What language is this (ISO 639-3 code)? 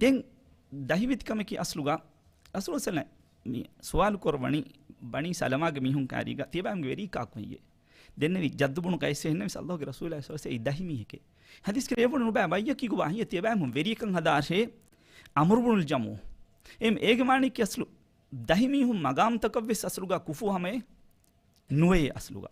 div